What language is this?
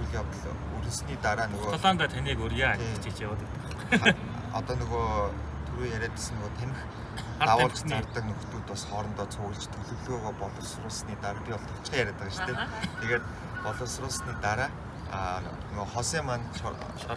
Mongolian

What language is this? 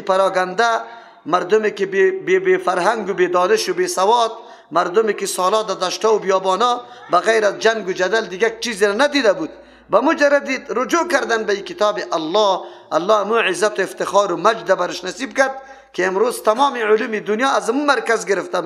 Persian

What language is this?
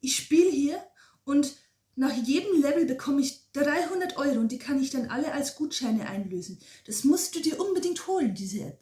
Bavarian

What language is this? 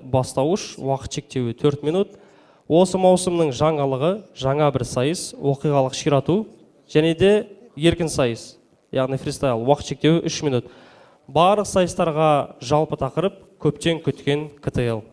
Kazakh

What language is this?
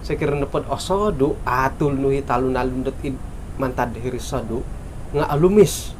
Central Dusun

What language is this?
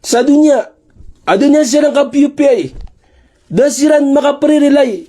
Maranao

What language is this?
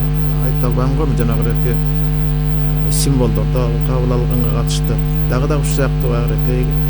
Kyrgyz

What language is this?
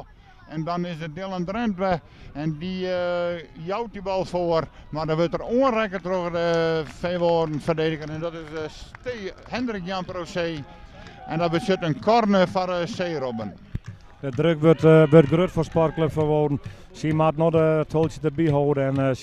Western Frisian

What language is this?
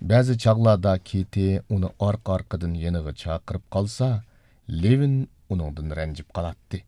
Uyghur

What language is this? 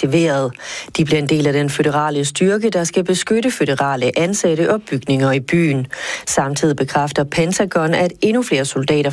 Danish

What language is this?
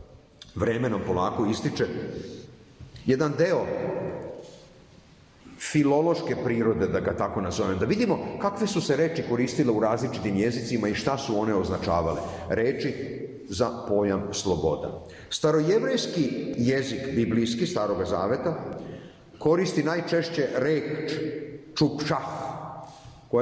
Serbian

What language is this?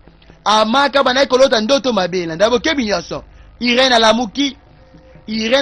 Lingala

